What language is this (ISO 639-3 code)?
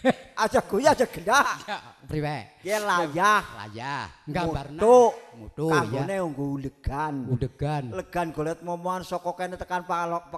jav